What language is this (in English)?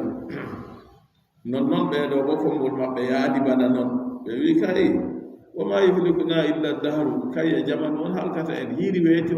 Adamawa Fulfulde